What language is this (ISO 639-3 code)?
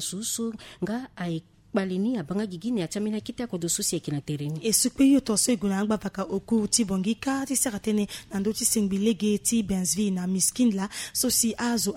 sag